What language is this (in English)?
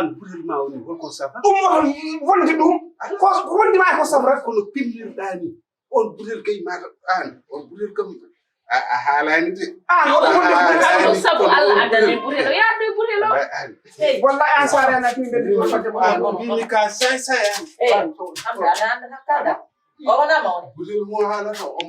Fula